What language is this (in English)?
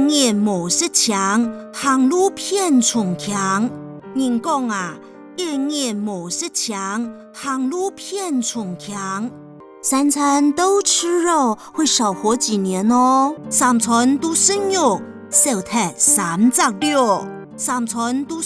Hakka Chinese